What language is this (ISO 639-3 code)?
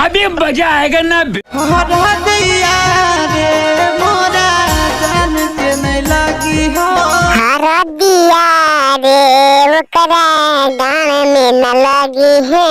mag